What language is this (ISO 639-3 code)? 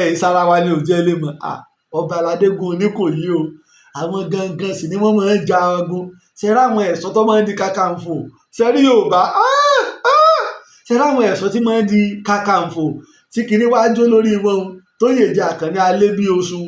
yor